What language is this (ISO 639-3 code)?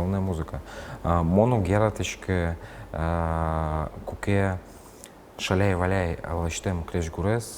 udm